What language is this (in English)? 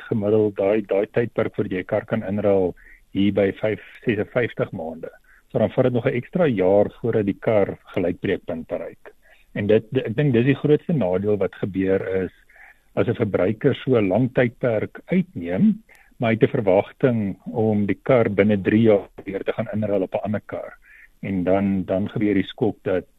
Afrikaans